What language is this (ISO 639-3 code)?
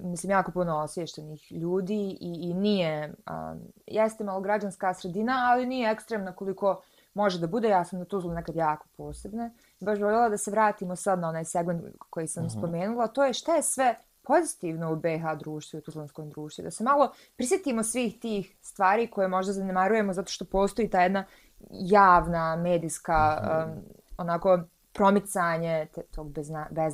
bos